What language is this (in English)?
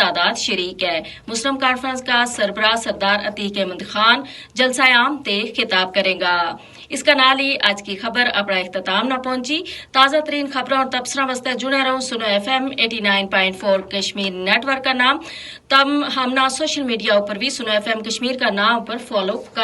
Gujari